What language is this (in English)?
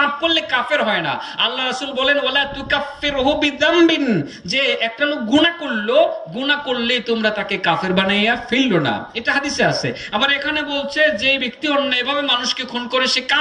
Bangla